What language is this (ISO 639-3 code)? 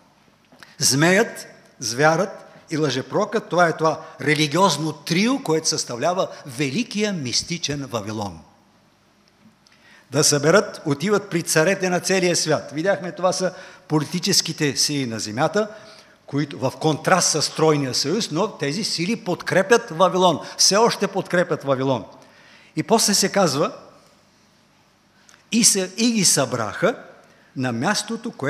bul